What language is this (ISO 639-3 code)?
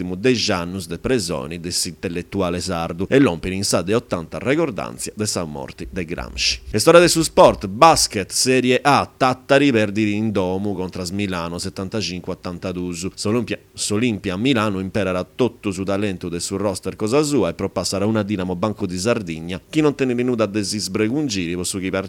srd